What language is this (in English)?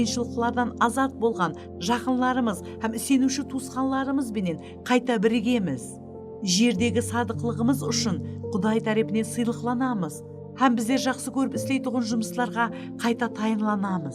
Kara-Kalpak